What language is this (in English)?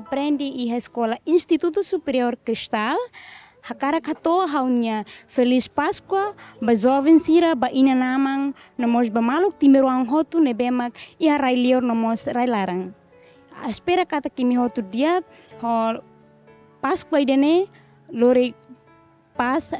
Tetum